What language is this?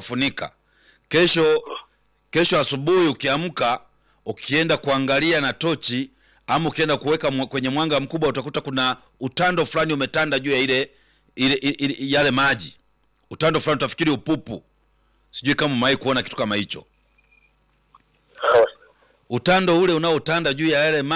Swahili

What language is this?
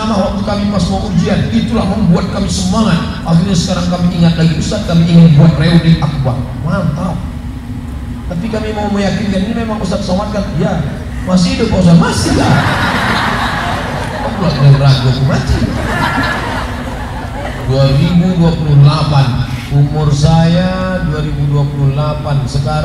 Indonesian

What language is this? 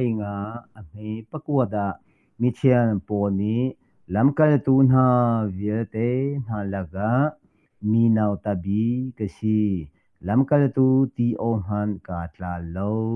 Hakha Chin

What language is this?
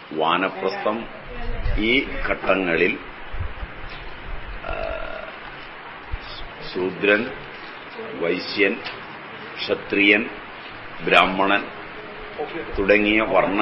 Malayalam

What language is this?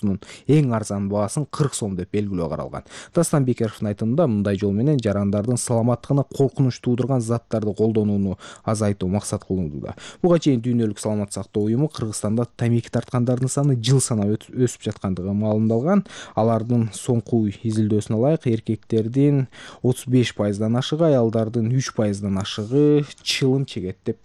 Kyrgyz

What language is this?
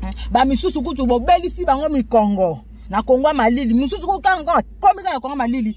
Lingala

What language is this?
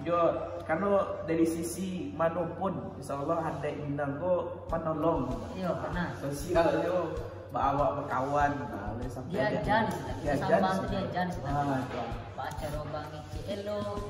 Minangkabau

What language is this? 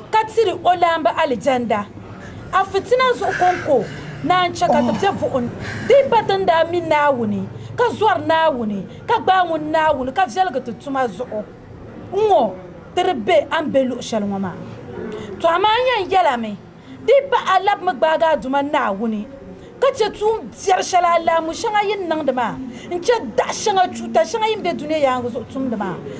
Dagbani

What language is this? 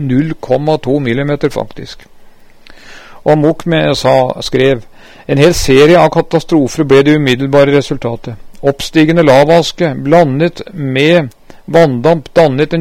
Norwegian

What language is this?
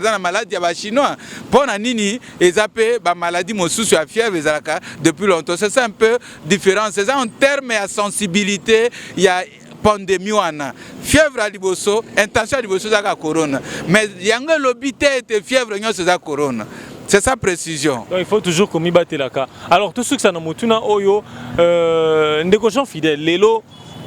Lingala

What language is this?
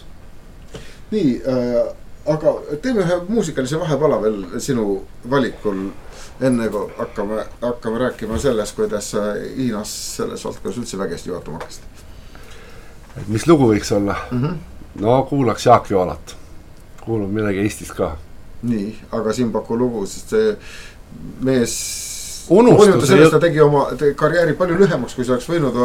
Estonian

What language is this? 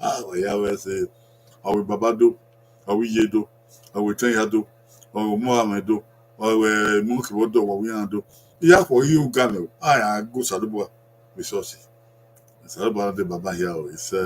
Bini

